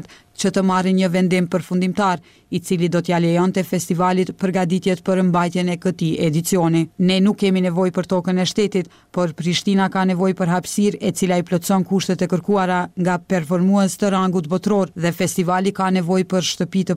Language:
Albanian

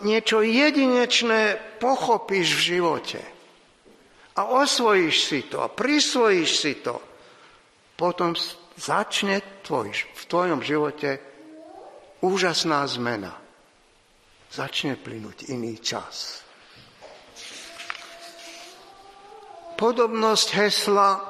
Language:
Slovak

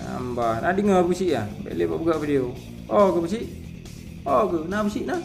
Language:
Achinese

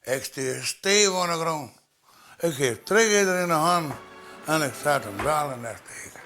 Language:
Western Frisian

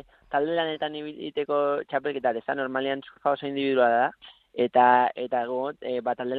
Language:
Basque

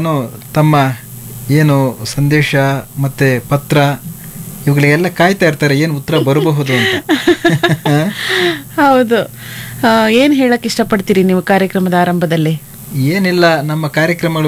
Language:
Kannada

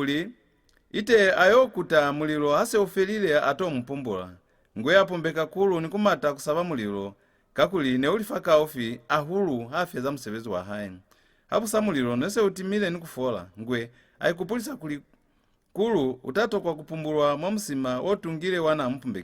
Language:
Lozi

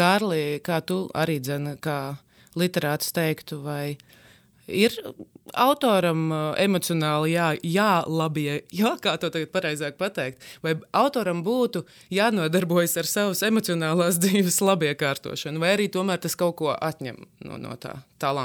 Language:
Latvian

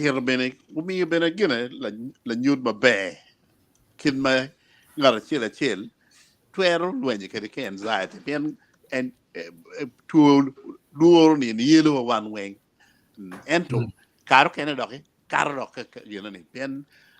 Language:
Acoli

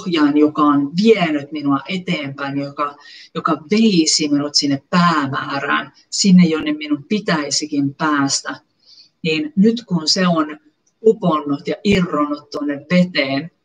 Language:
Finnish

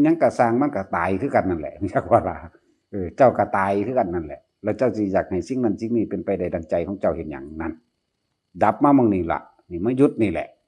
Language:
Northeastern Thai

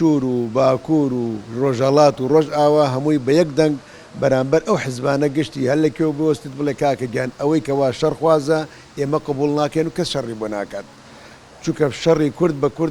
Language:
Central Kurdish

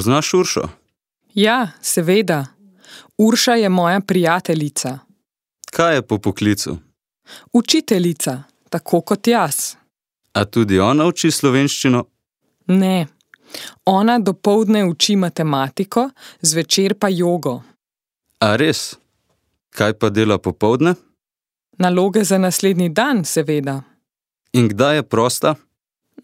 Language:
Slovenian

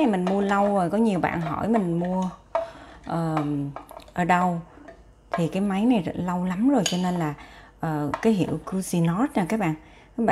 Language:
Vietnamese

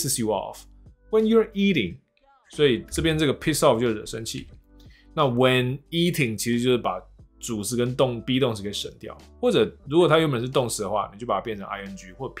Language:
Chinese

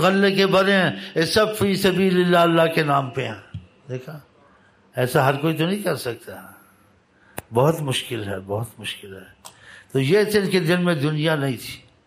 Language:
Urdu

